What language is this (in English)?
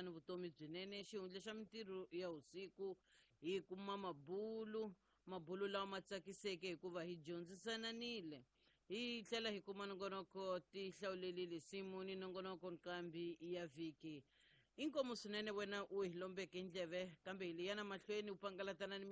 Tsonga